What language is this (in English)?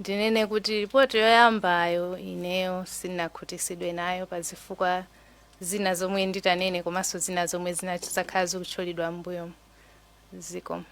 Nyanja